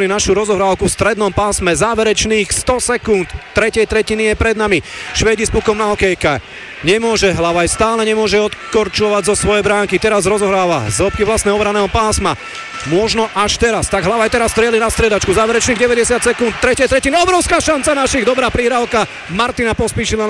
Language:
Slovak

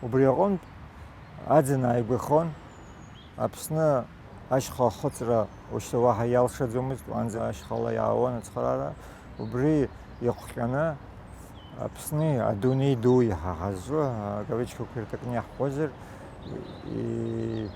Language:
Abkhazian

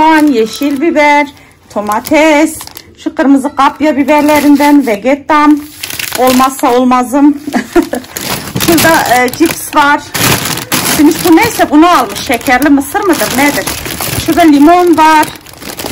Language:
Turkish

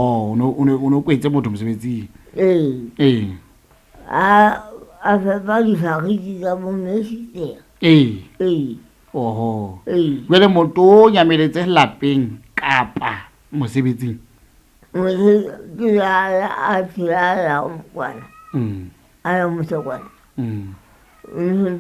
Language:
Southern Sotho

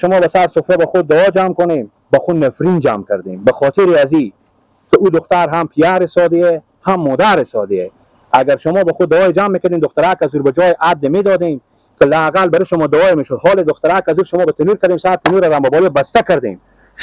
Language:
Persian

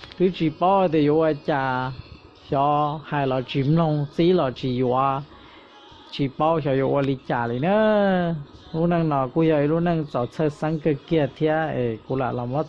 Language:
Hmong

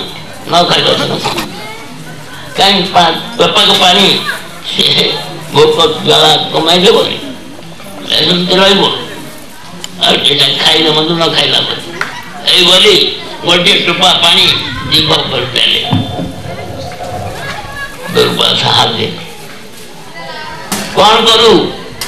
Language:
Odia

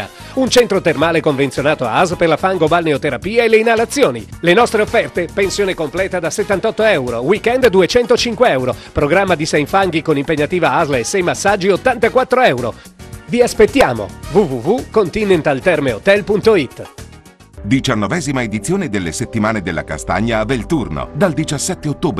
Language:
Italian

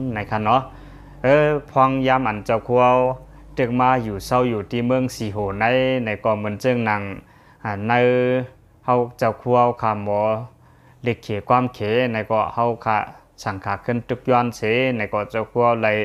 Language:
Shan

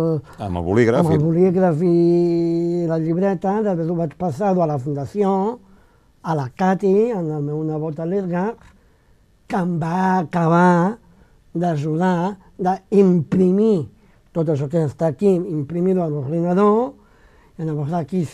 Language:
Catalan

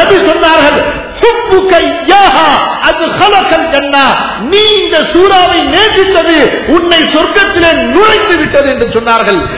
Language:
Tamil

